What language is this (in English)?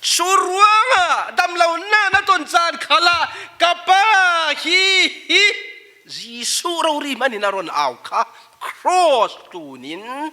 Falam Chin